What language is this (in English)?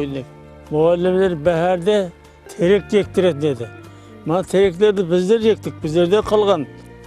Kara-Kalpak